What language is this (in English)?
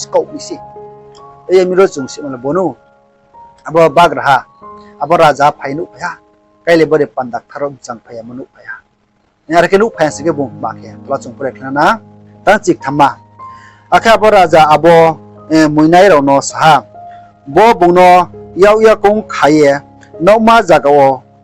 Riang (India)